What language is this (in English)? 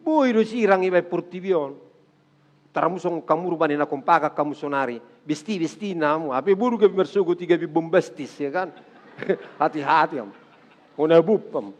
Batak Toba